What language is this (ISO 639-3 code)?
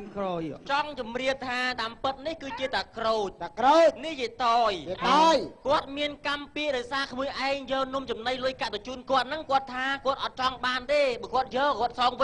khm